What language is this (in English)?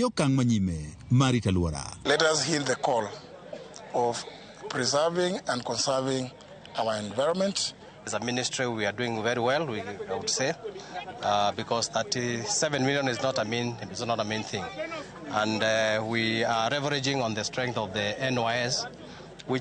Luo (Kenya and Tanzania)